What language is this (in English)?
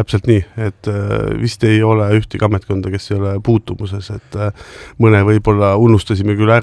Estonian